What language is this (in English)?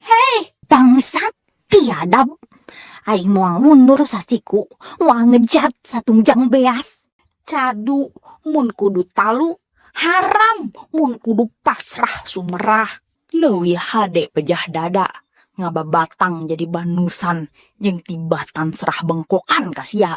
Sundanese